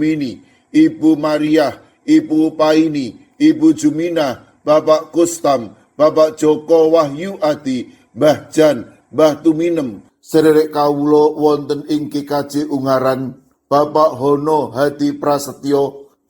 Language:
Javanese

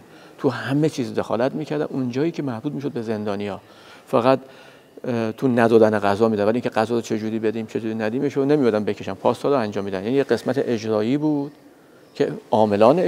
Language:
Persian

